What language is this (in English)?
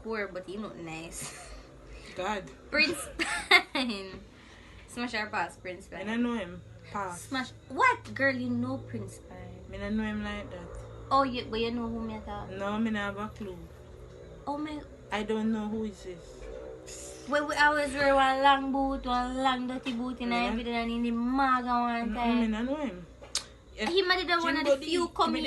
Jamaican Creole English